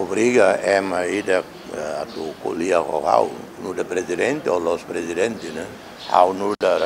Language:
Tetum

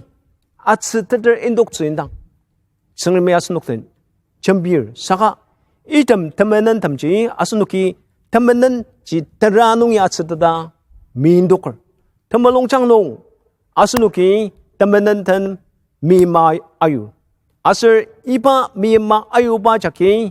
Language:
Ao Naga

